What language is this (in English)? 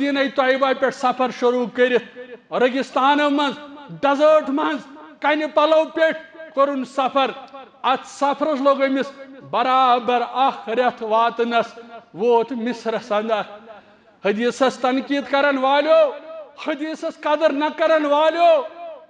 Kashmiri